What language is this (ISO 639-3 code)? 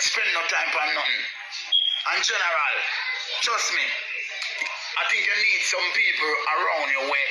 jam